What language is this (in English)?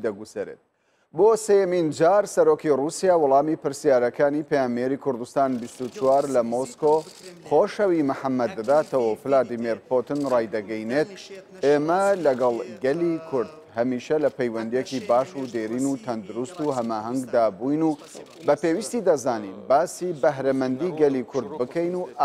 Central Kurdish